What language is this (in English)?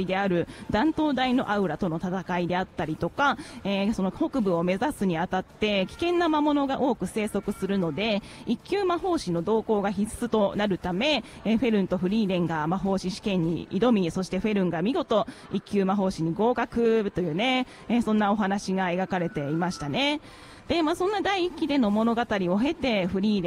Japanese